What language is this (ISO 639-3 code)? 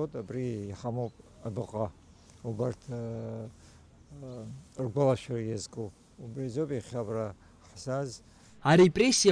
abk